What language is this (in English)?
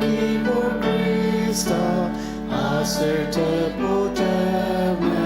Ao Naga